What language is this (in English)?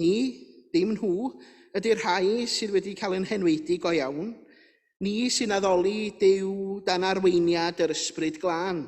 Welsh